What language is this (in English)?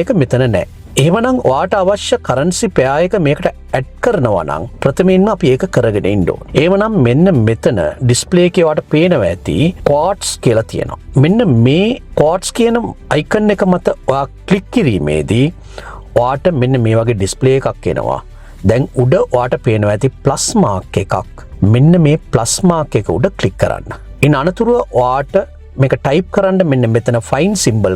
Sinhala